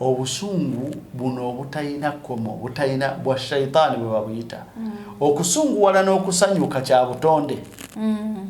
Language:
Ganda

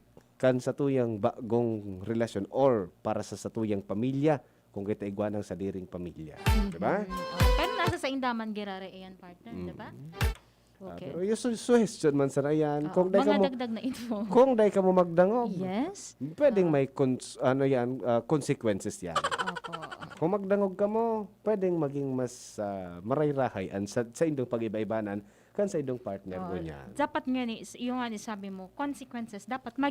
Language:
Bikol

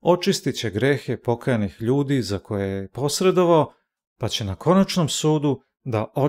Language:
Serbian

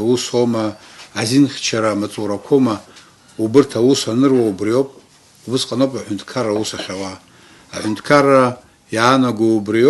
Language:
Abkhazian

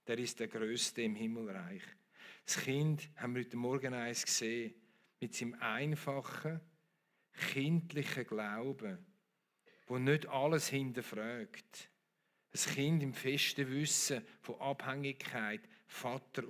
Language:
Swiss German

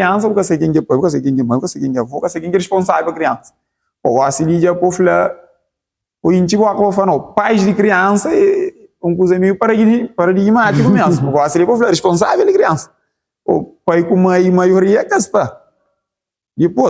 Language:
Kabuverdianu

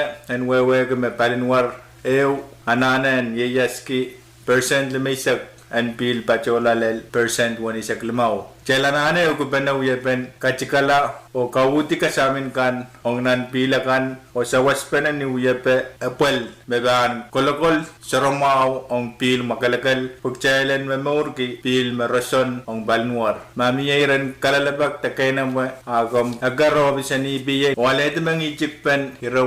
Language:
Pohnpeian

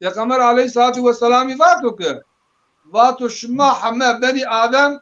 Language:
Zaza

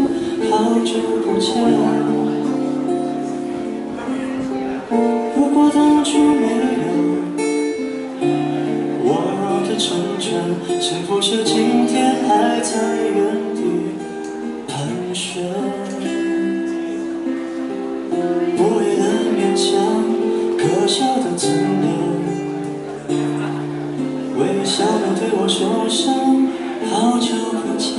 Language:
Chinese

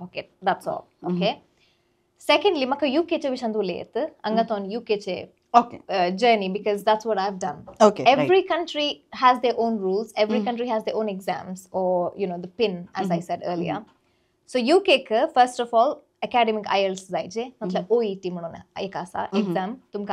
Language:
Konkani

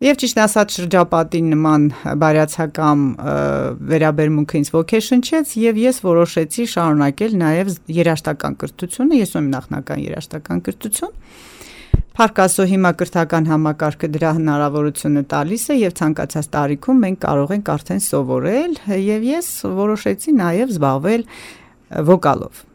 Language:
Armenian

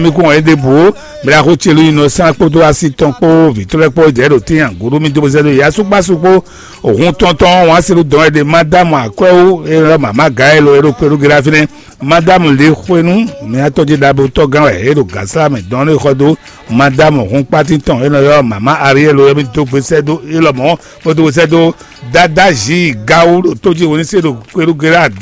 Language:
Fon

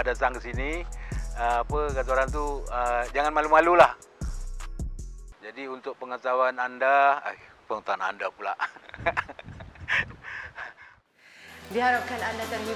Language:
Malay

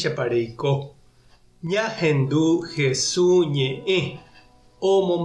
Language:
Guarani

